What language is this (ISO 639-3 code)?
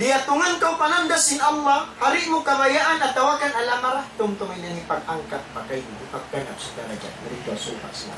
tsg